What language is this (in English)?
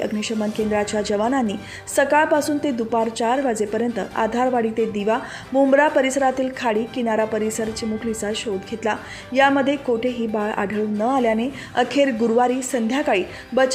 Marathi